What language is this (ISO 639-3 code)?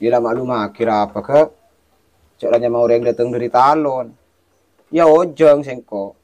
mad